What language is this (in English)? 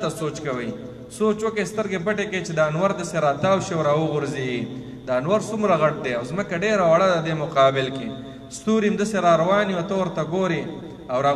Pashto